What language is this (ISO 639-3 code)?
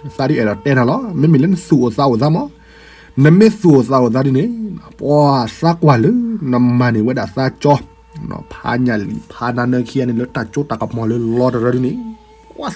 ksw